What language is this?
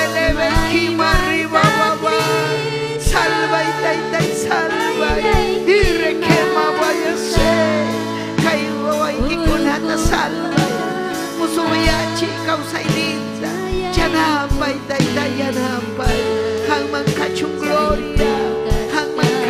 Ayacucho Quechua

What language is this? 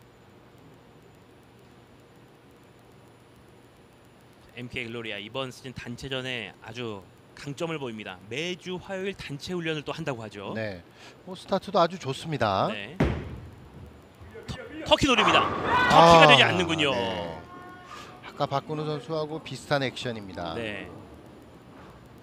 Korean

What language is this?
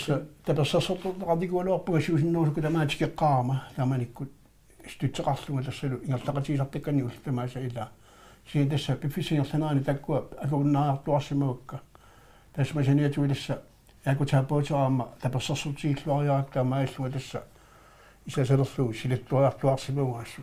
Kalaallisut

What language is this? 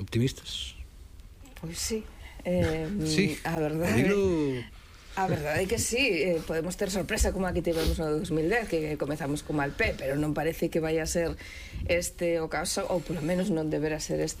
Galician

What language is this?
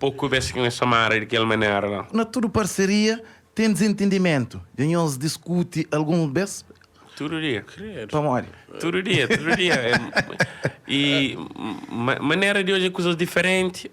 Kabuverdianu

